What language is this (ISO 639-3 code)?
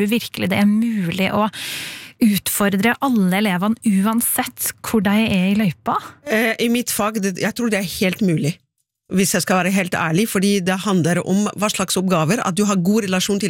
nor